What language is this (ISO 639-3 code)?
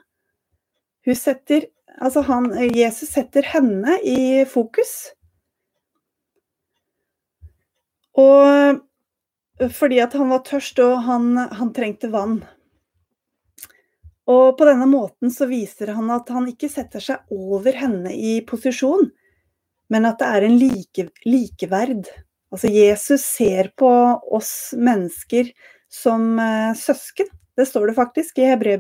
nor